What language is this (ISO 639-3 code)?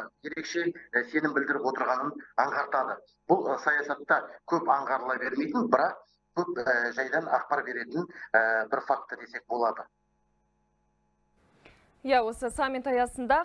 kaz